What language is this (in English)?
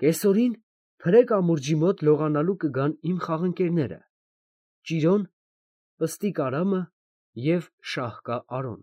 Armenian